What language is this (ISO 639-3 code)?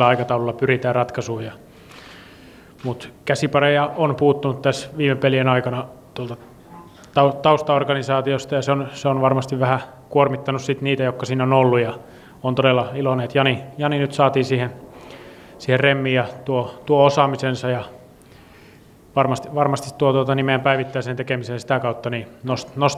fin